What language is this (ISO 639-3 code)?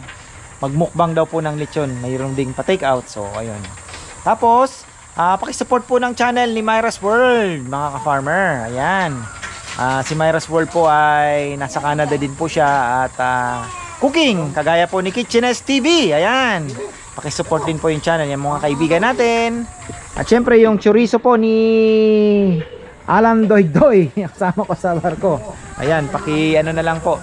fil